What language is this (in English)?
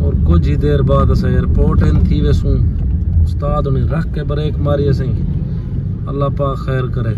Saraiki